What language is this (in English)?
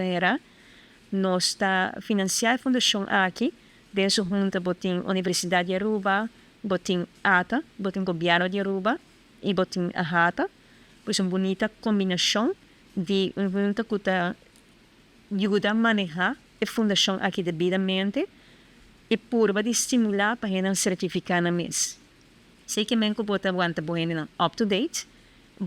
Papiamento